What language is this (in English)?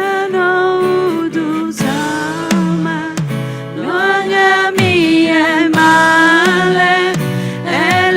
Akha